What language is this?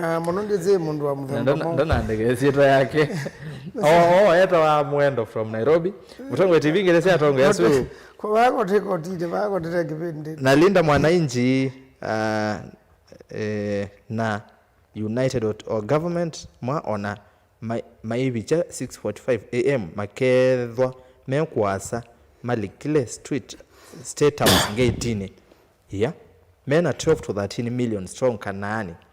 Kamba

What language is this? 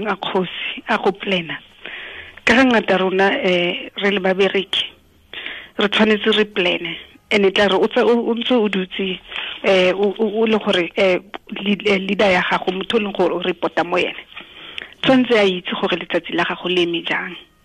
Tswana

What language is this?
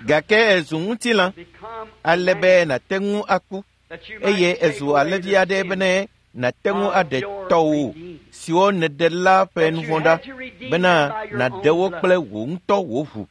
Ewe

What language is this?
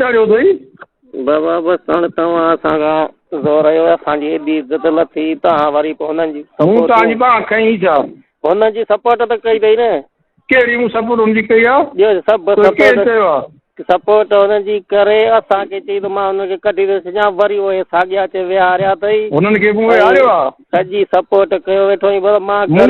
Sindhi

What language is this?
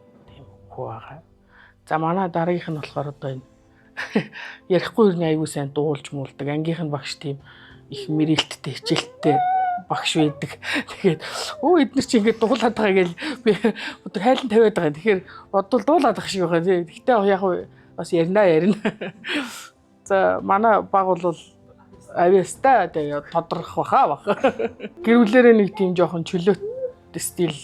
Mongolian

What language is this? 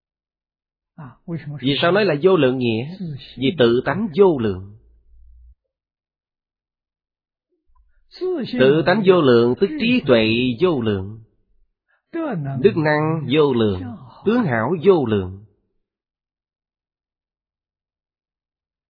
Vietnamese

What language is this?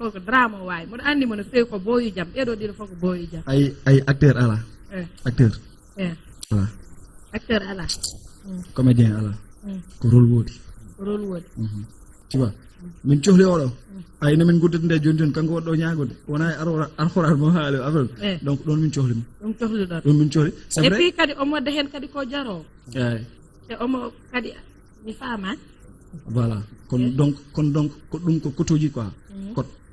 Fula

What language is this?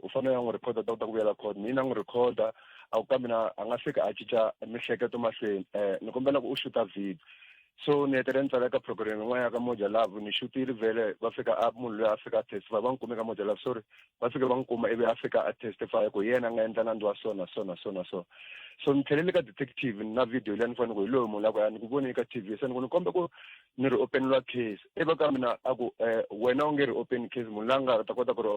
Tsonga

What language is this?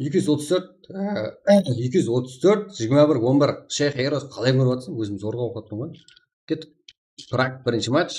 Kara-Kalpak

